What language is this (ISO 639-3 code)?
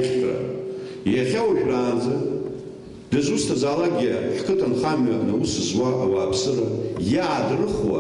abk